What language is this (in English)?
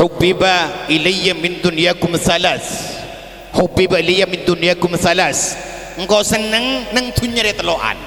Madurese